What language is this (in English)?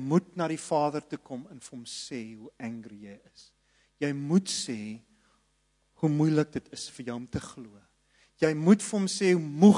Afrikaans